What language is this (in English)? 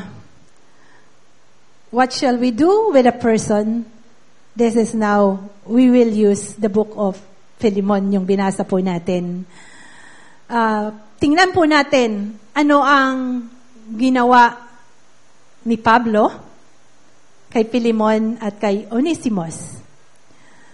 Filipino